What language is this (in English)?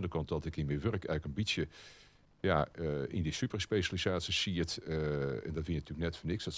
Western Frisian